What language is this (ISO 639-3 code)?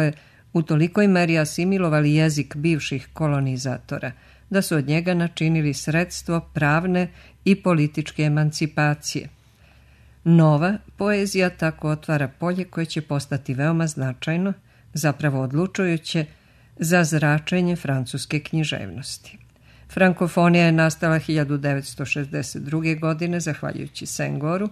srp